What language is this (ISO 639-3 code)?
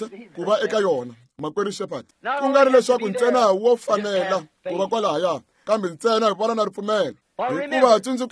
tso